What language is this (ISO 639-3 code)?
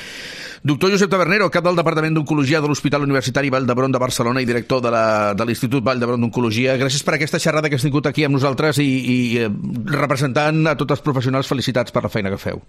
cat